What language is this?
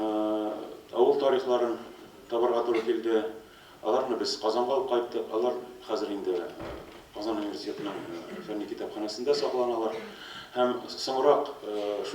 Tatar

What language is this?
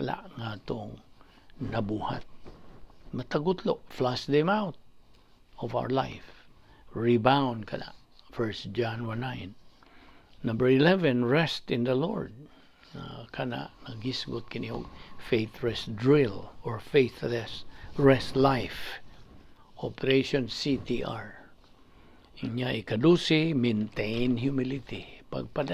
Cebuano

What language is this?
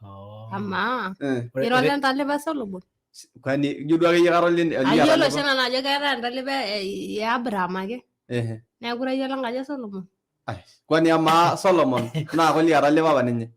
Masai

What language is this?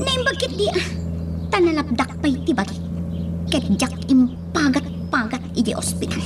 Iloko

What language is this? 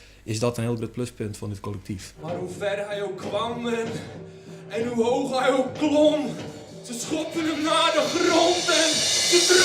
Western Frisian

